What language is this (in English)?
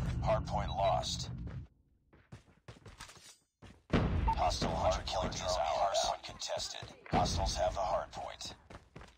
English